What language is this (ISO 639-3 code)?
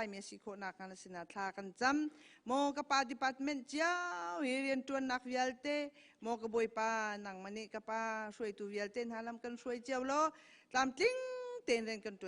cnh